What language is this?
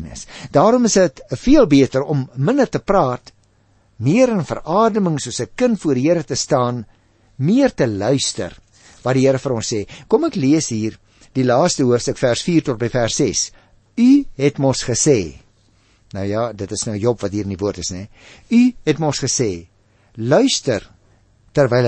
Afrikaans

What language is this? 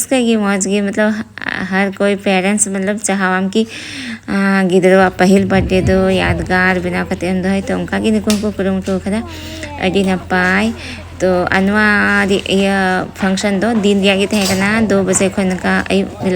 Santali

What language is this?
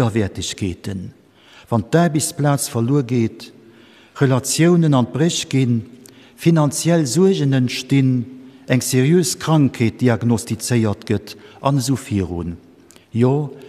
Luxembourgish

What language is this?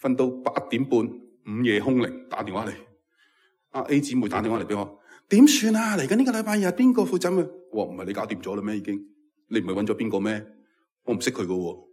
Cantonese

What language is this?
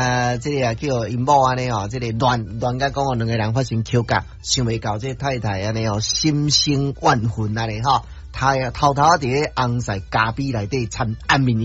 Min Nan Chinese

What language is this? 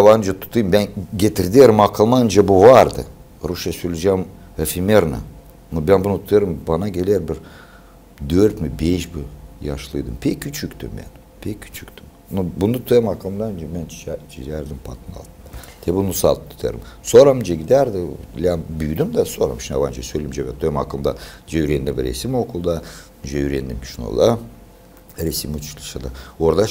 Gagauz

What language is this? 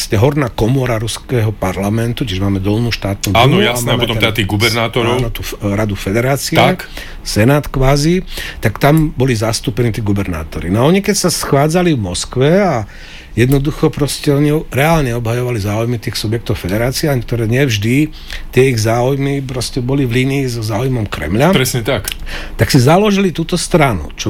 Slovak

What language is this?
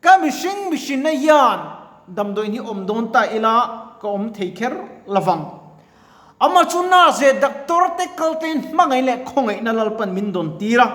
Mizo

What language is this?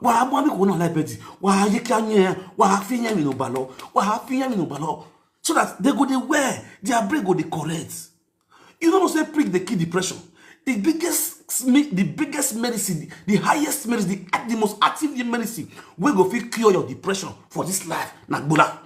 Nigerian Pidgin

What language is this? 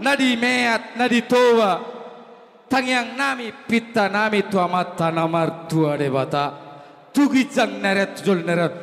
Batak Toba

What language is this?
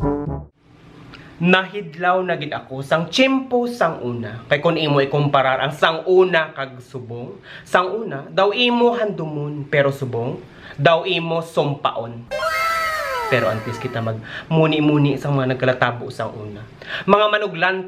Hiligaynon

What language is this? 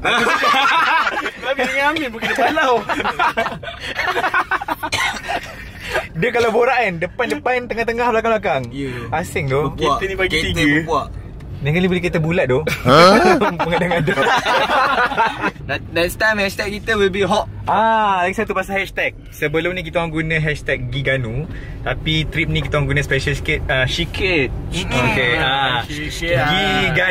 Malay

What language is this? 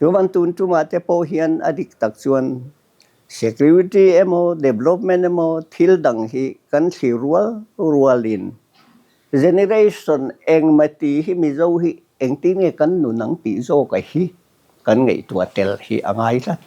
Mizo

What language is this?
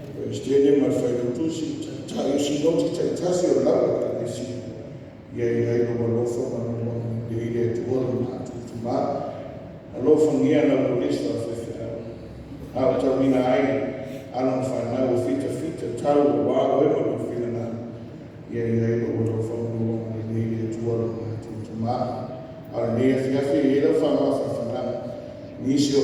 Samoan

